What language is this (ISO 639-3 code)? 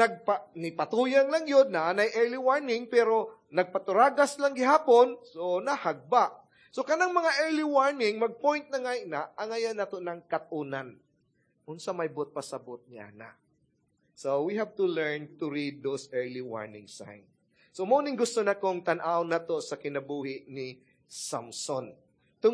ceb